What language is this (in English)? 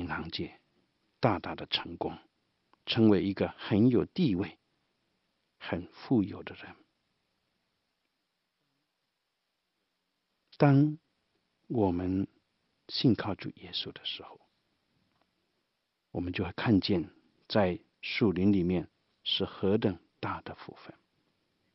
Chinese